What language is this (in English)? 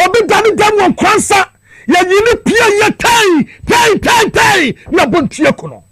Akan